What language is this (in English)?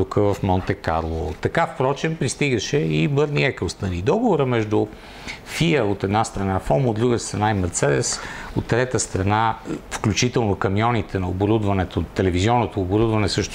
Bulgarian